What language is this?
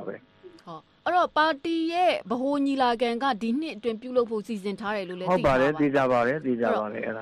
Burmese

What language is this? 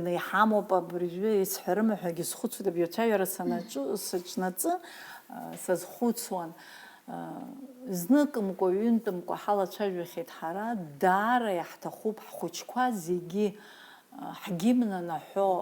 Abkhazian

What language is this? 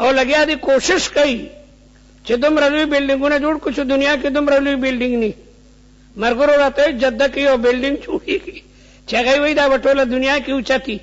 Pashto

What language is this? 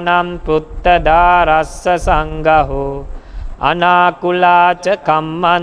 Pali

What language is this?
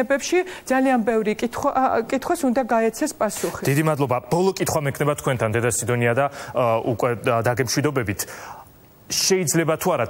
Georgian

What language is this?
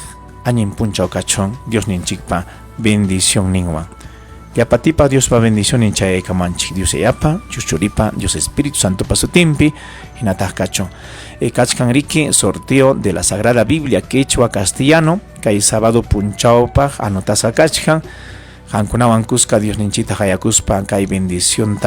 Ayacucho Quechua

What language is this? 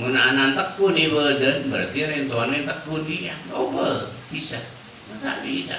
Madurese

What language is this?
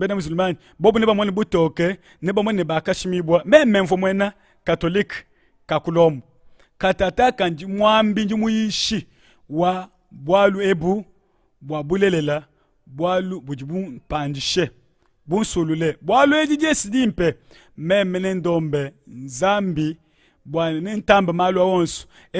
Luba-Lulua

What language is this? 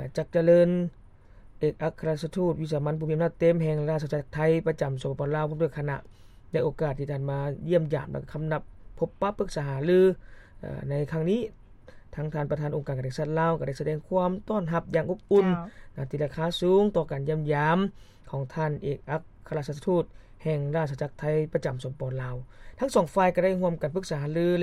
Lao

